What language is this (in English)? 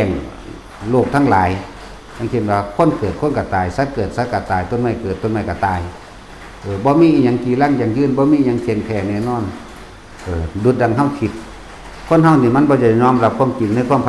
Northeastern Thai